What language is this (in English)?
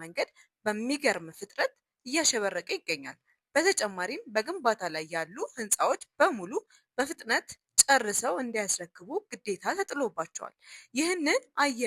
Amharic